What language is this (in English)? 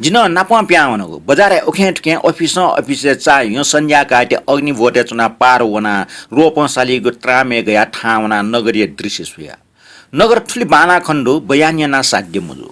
Newari